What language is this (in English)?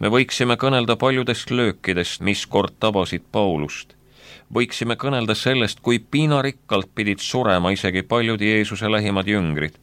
Estonian